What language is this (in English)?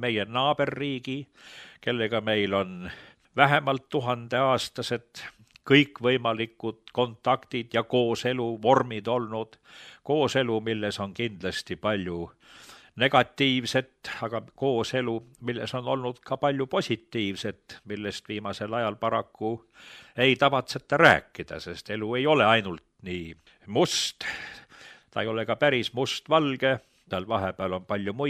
Estonian